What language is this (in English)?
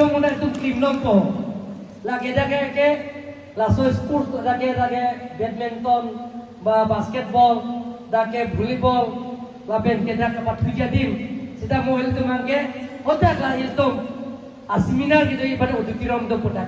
Karbi